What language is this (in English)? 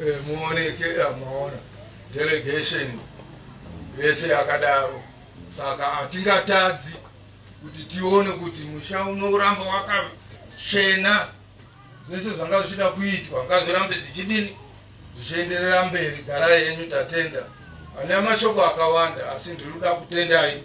Shona